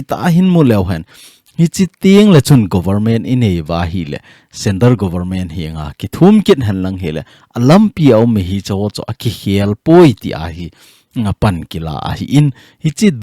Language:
Thado Chin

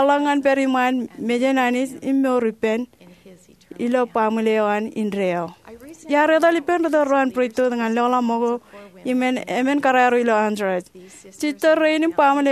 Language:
Marshallese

